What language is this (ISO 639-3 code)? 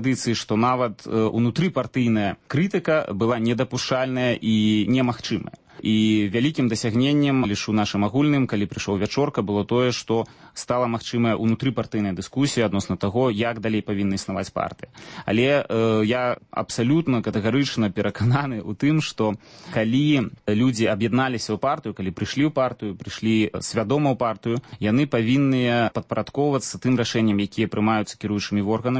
bel